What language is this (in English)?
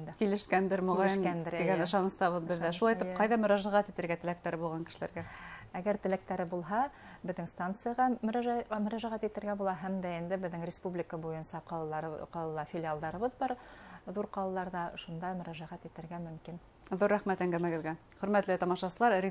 Bashkir